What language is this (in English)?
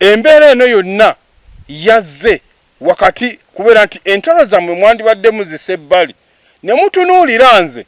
Ganda